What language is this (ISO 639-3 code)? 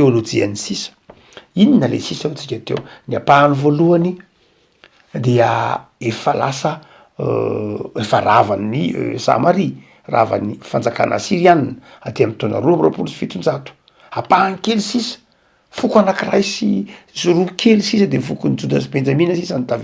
mlg